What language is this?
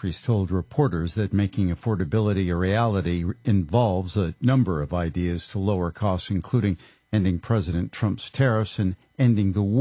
English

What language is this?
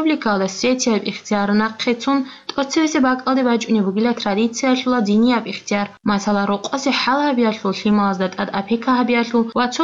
Avaric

